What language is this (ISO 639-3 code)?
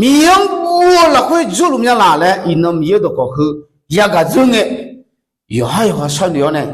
ahk